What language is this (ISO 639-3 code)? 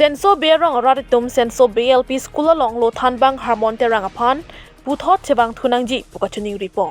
mjw